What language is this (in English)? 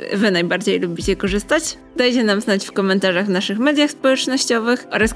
Polish